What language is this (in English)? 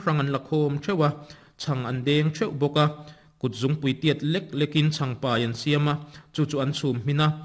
Mizo